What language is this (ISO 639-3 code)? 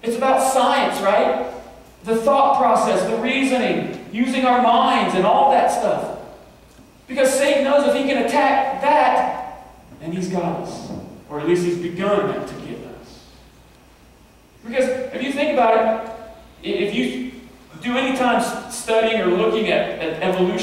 eng